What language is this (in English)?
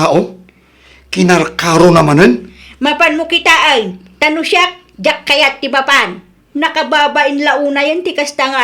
Iloko